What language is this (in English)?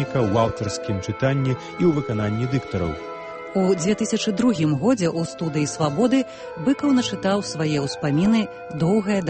Belarusian